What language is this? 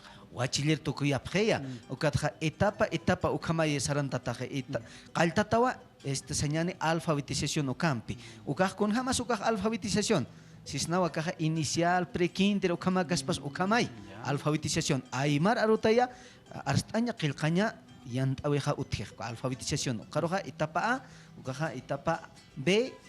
Aymara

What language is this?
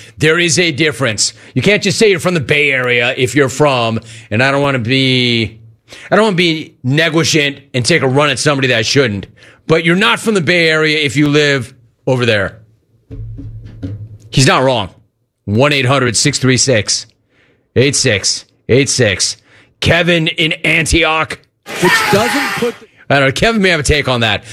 English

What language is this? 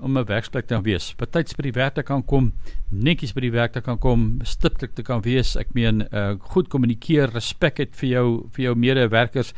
Afrikaans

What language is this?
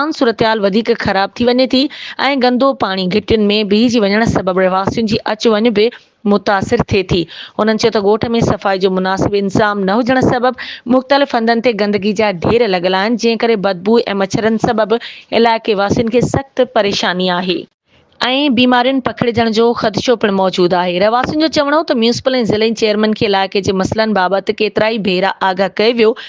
Sindhi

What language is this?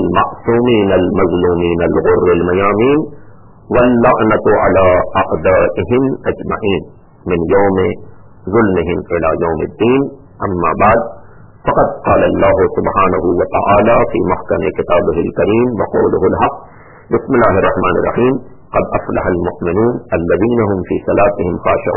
Urdu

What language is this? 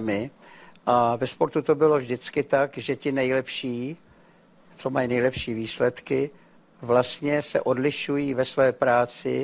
Czech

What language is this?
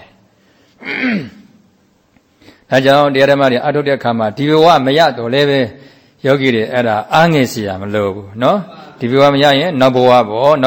Burmese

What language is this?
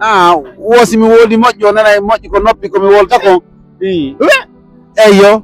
Fula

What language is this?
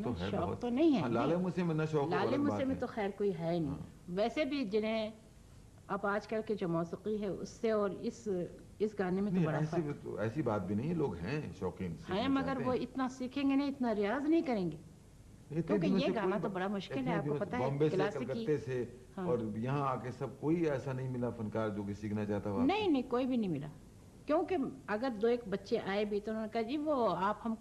Urdu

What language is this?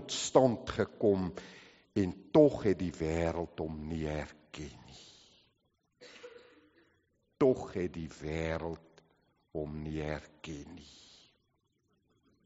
Afrikaans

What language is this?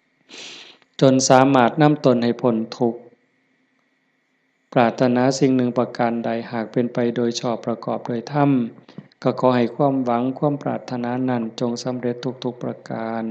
Lao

